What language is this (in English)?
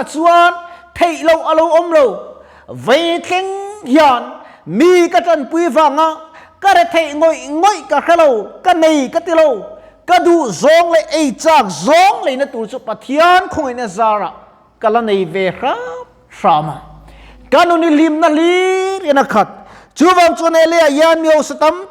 Mizo